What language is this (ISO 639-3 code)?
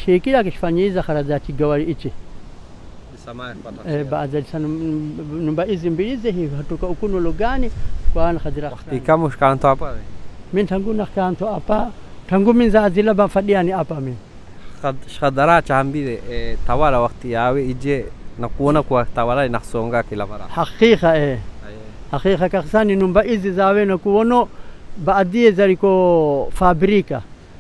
swa